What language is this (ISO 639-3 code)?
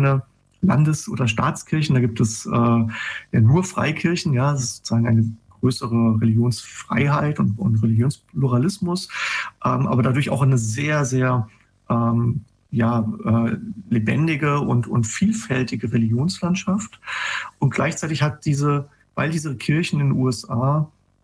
deu